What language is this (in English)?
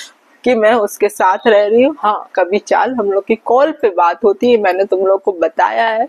Hindi